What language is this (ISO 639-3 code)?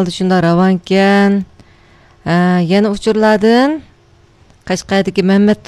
uig